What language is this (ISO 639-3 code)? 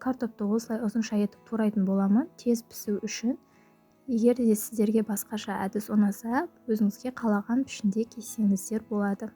kaz